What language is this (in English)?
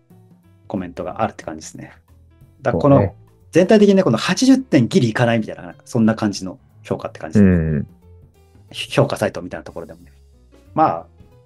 Japanese